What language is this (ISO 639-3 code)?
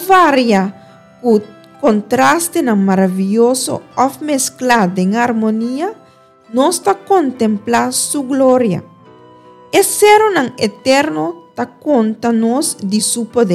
pap